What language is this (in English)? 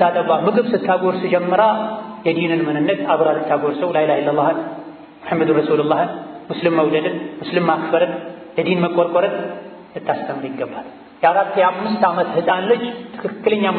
Amharic